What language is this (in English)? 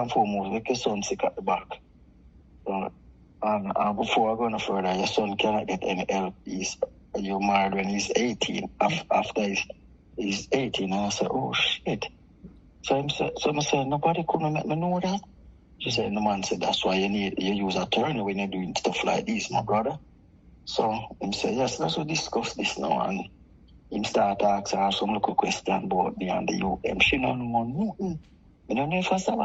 Jamaican Creole English